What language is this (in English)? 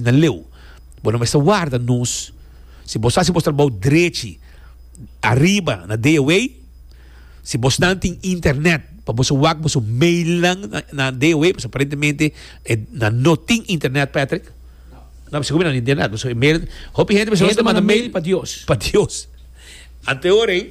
Papiamento